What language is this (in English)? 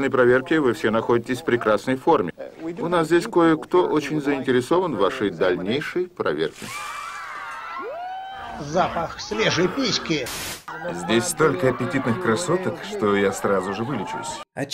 Russian